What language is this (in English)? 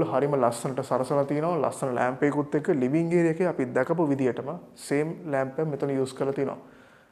Sinhala